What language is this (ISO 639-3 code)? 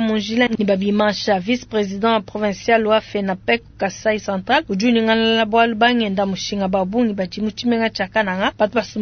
lua